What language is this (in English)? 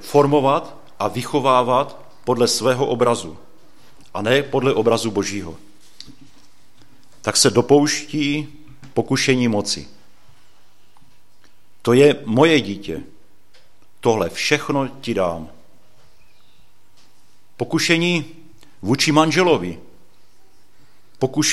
Czech